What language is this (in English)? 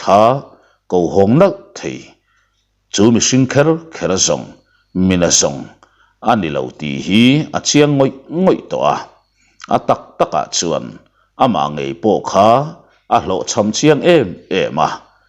Mizo